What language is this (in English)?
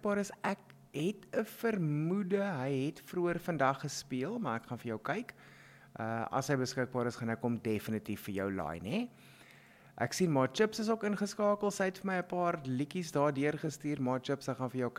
Afrikaans